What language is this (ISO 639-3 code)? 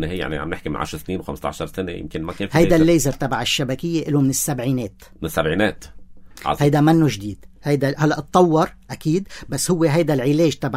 apc